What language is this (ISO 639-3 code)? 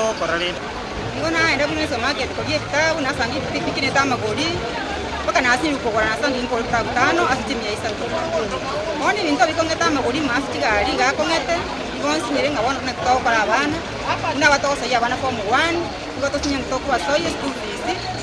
guz